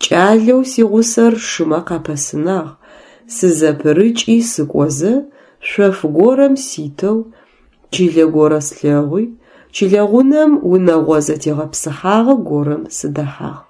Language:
Adyghe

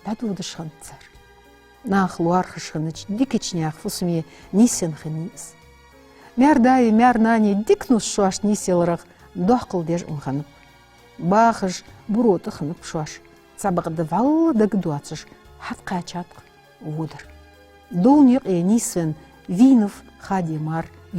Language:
Ingush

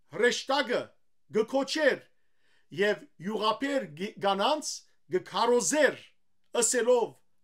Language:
Western Armenian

